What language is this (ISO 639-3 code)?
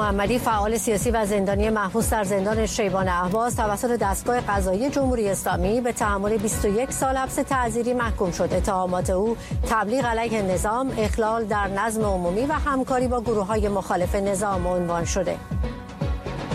fas